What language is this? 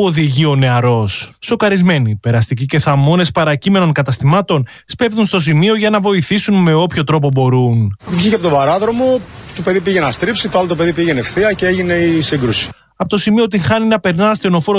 Greek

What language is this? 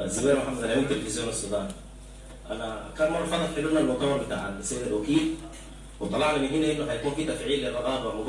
Sudanese Arabic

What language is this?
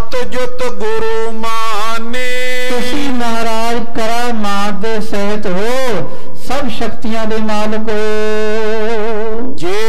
Punjabi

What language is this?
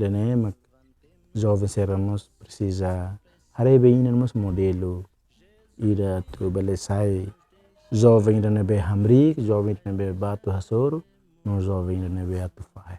Tetum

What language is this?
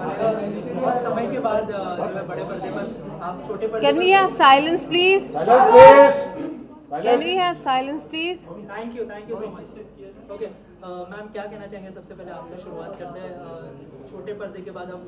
Hindi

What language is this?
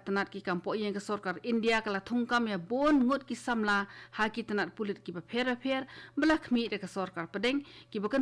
Khasi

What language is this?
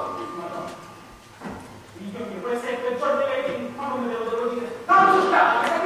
Italian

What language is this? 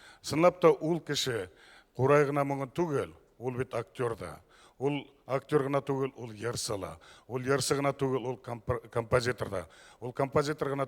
Bashkir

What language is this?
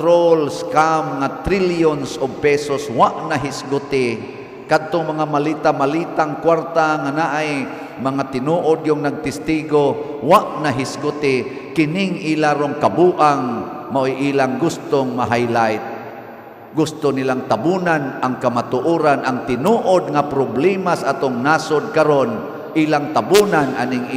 Cebuano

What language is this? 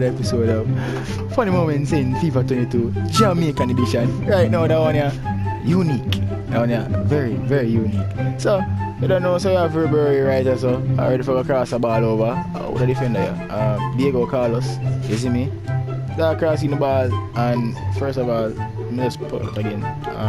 Jamaican Creole English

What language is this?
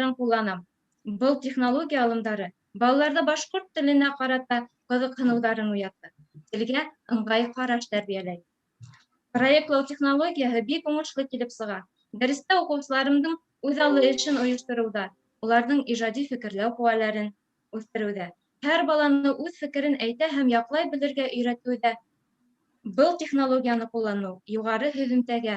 Bashkir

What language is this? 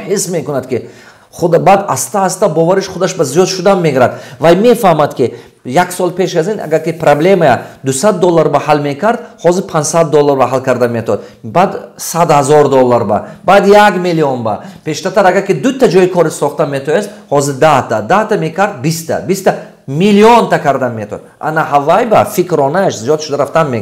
Tajik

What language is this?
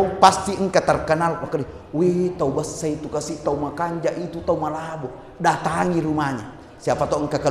Buginese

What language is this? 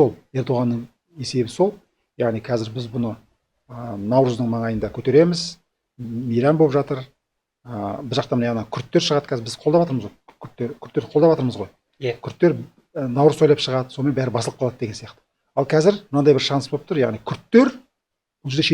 Kazakh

